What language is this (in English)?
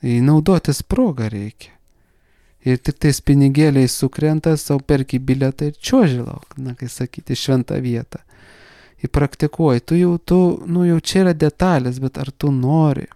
Lithuanian